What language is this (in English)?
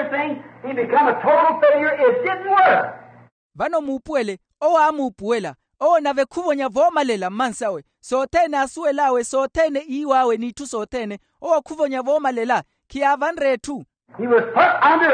Makhuwa